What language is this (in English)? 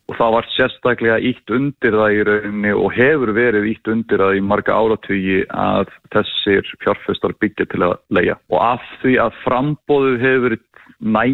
Icelandic